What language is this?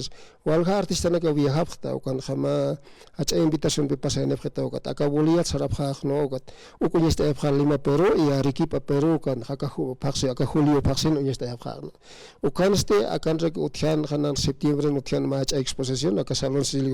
Aymara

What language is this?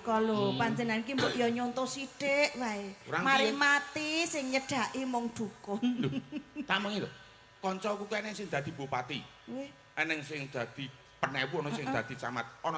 Javanese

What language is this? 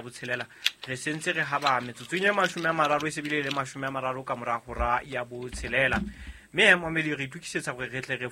Southern Sotho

